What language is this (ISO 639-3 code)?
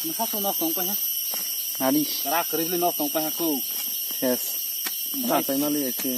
trp